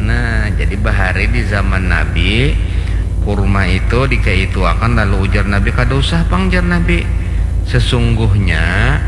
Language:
Banjar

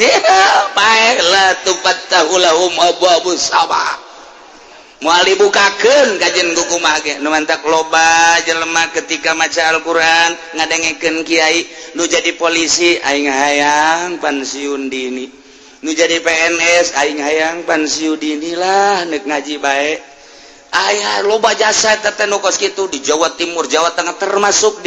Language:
Sundanese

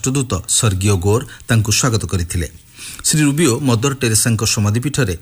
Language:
Odia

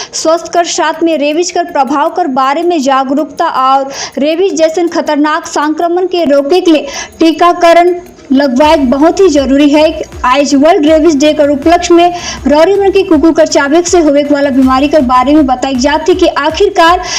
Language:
Sadri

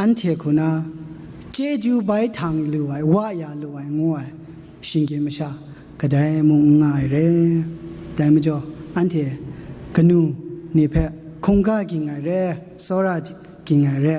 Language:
Kachin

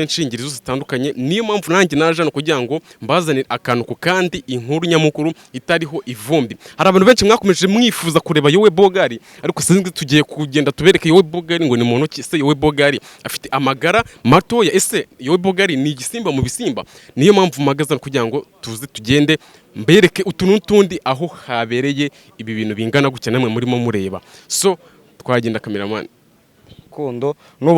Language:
Kinyarwanda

